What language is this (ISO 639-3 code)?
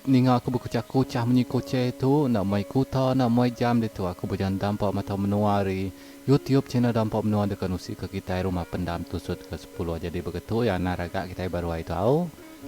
iba